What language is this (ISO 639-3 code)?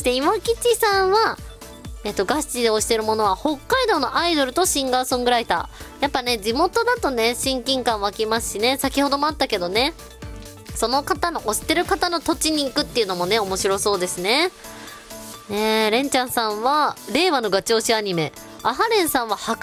jpn